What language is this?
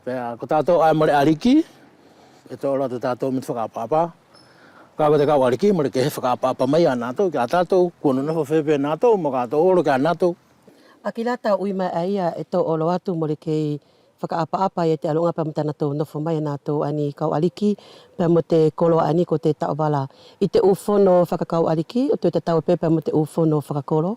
Wallisian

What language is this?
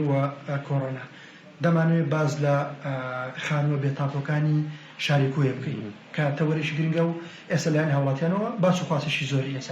Central Kurdish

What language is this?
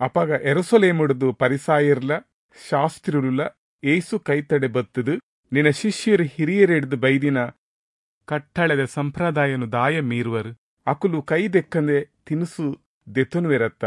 Tulu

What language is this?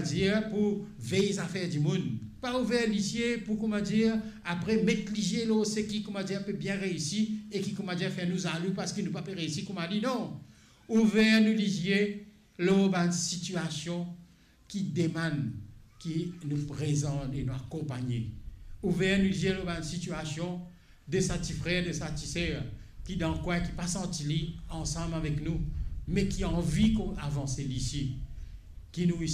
Morisyen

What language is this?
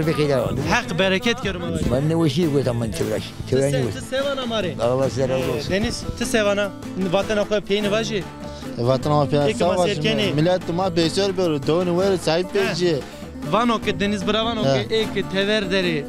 Zaza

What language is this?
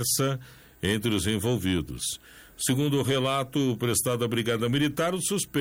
Portuguese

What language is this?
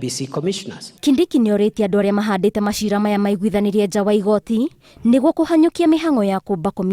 Kikuyu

